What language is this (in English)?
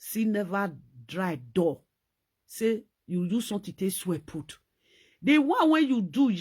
Nigerian Pidgin